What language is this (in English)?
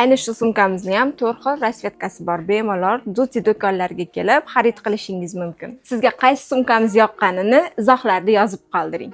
Uzbek